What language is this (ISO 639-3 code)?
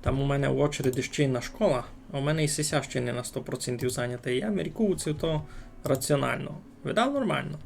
rue